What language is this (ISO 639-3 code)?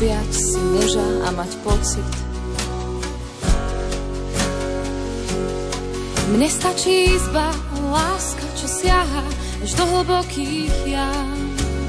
slk